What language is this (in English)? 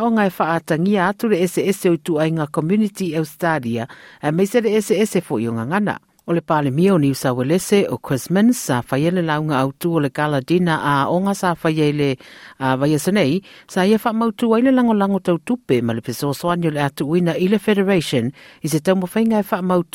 Samoan